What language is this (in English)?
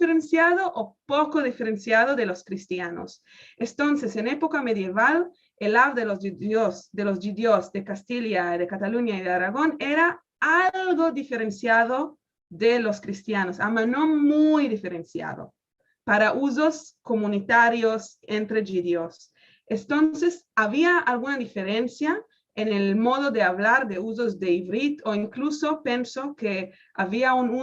Ladino